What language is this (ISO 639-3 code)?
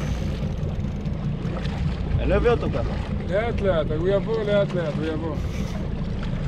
heb